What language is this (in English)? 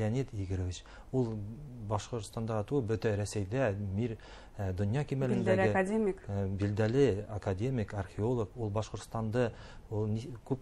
Bashkir